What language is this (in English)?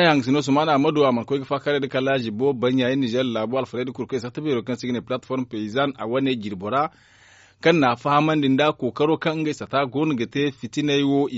Zarma